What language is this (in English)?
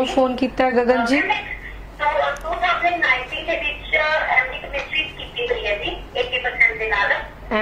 Punjabi